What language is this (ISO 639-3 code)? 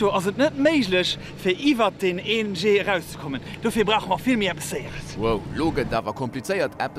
ltz